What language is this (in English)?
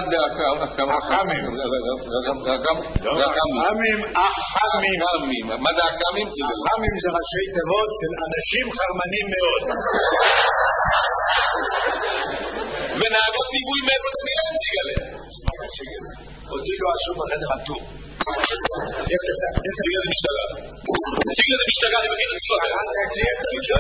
Hebrew